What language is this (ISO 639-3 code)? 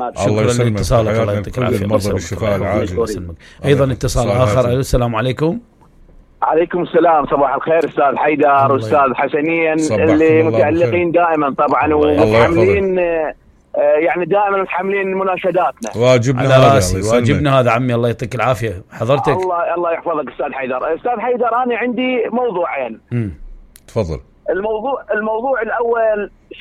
acm